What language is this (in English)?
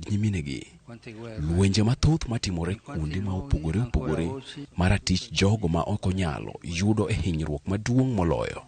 Luo (Kenya and Tanzania)